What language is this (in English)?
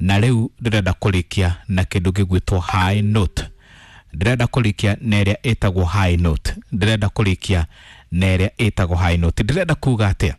Kikuyu